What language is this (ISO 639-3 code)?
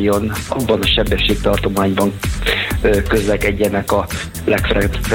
hun